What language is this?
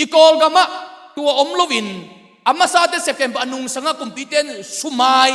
Tedim Chin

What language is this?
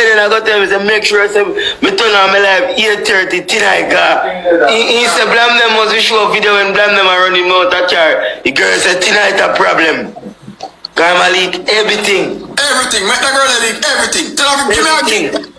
Jamaican Creole English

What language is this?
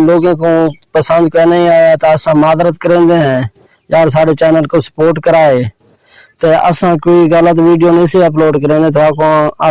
Saraiki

